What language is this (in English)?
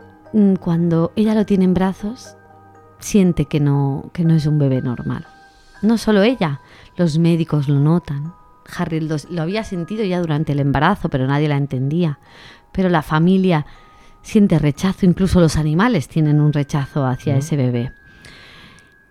Spanish